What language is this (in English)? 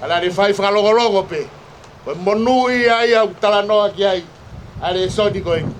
Tongan